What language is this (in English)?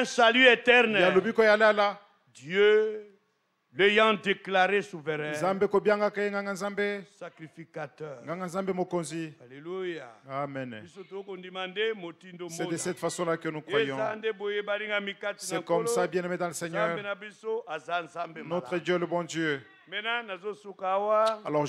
French